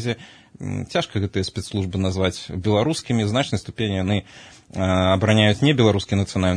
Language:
Belarusian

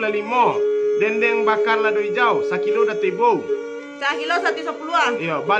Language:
Minangkabau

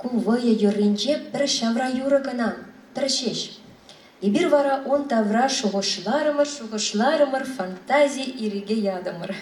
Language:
Chuvash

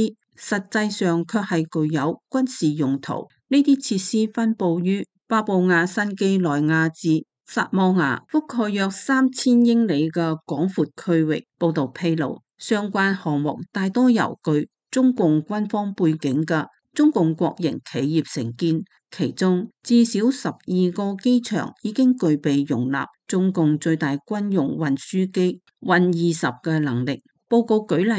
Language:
Cantonese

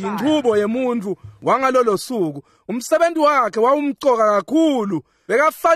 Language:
Swati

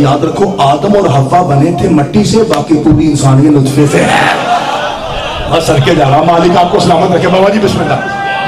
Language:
Urdu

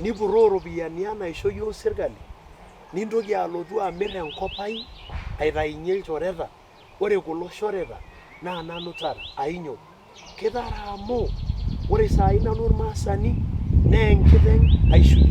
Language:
Masai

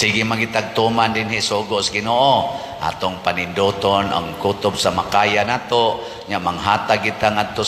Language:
Cebuano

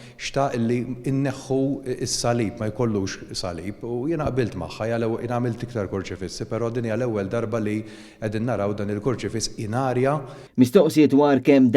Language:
Maltese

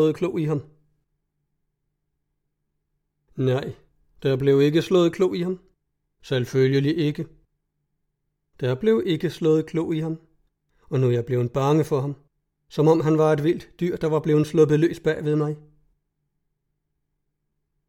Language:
Danish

